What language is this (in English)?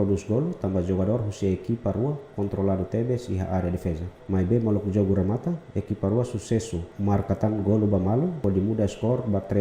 Tetum